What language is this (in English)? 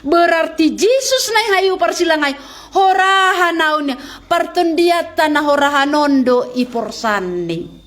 Batak Simalungun